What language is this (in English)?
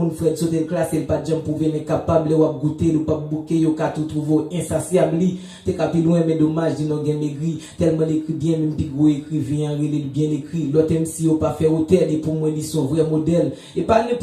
Haitian Creole